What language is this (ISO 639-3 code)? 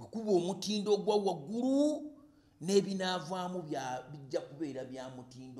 lug